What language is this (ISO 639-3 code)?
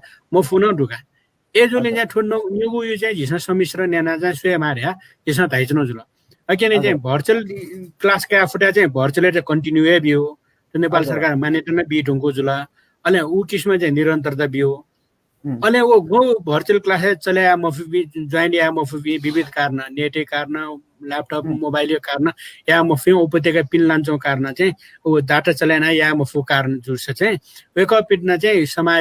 new